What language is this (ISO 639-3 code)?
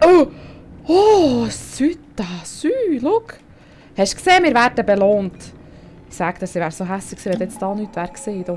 gsw